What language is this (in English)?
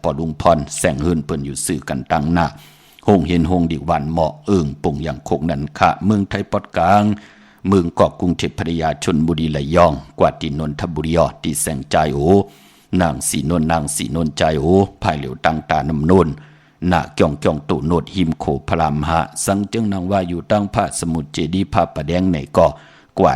Shan